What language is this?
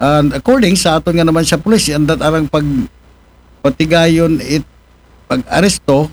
Aklanon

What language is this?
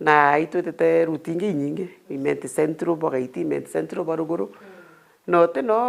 Meru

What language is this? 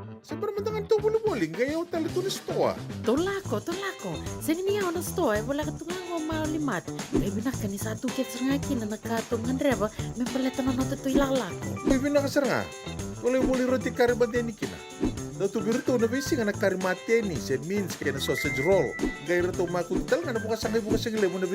Fijian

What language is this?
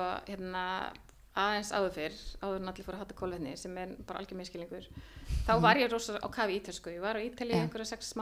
Icelandic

